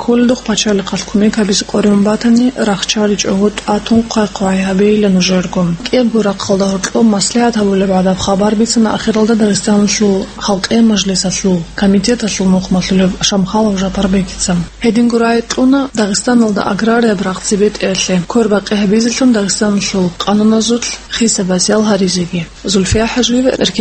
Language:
Avaric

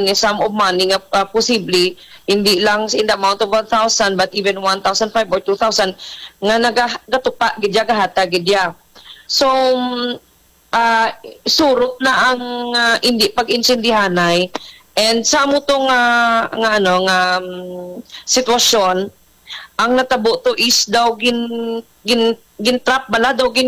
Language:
Hiligaynon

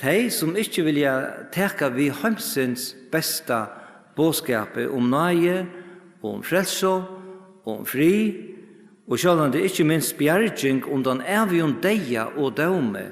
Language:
Faroese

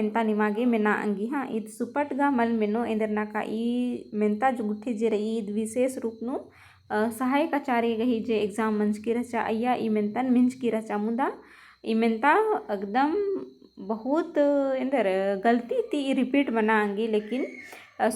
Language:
Kurukh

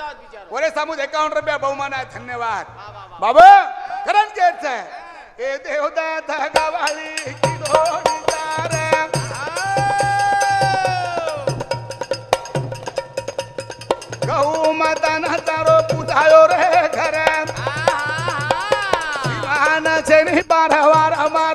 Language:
Lambadi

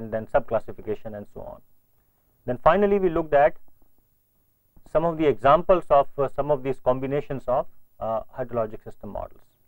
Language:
English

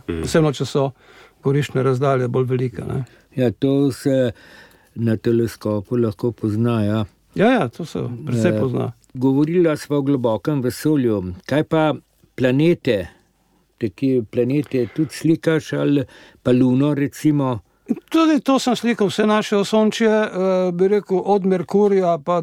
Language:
Slovenian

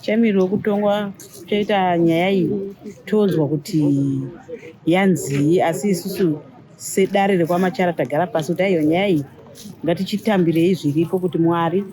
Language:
Shona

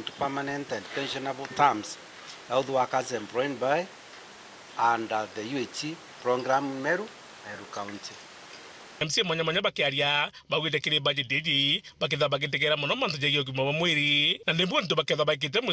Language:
Meru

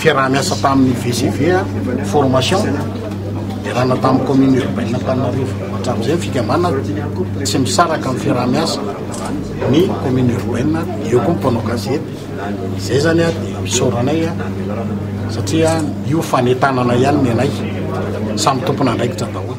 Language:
Malagasy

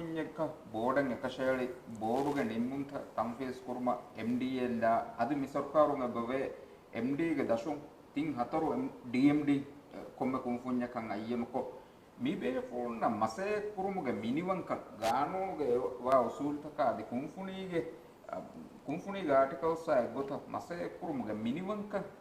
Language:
Divehi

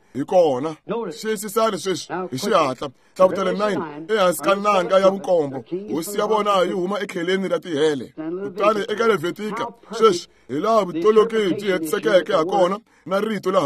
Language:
Tsonga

